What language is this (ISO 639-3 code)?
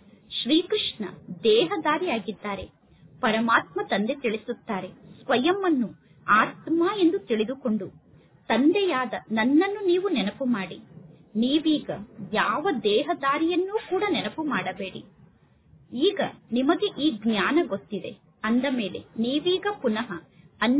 kan